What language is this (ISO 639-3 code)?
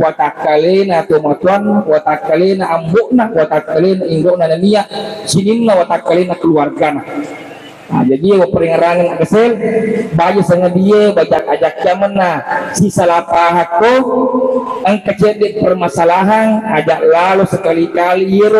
bug